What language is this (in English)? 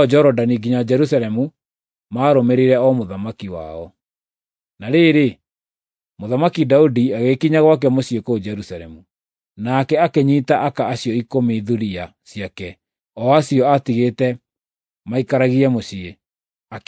Kikuyu